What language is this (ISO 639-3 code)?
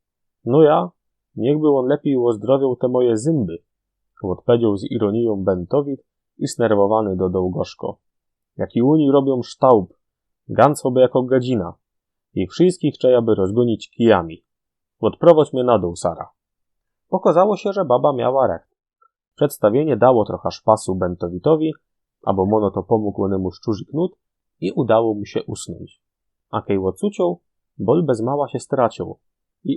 szl